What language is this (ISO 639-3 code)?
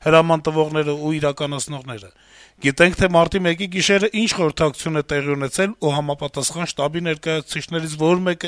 hye